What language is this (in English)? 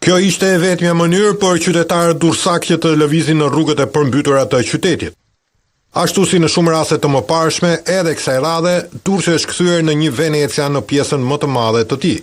Albanian